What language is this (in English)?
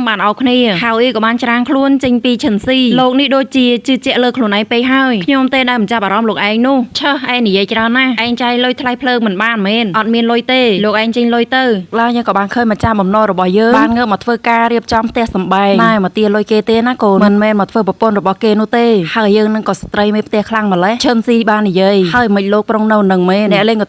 Khmer